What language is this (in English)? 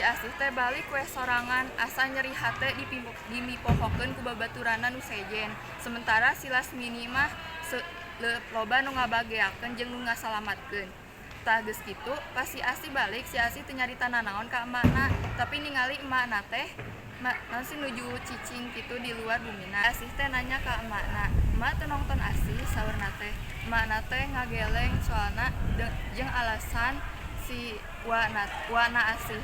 Sundanese